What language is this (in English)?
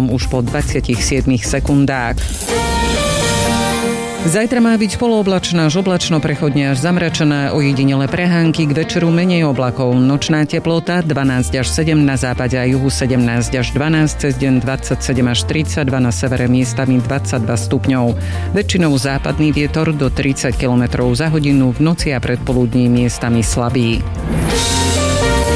Slovak